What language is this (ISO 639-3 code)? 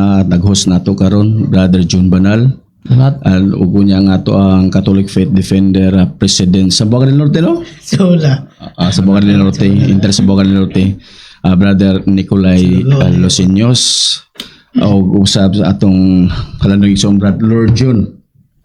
ceb